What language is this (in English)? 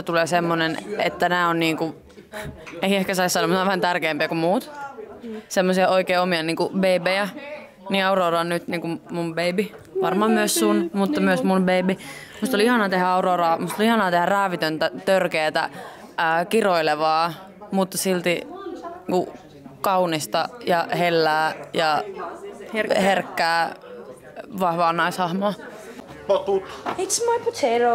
Finnish